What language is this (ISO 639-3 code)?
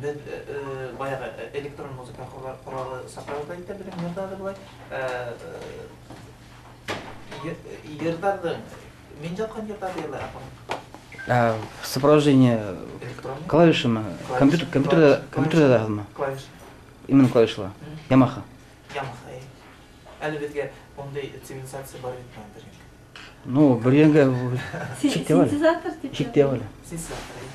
bak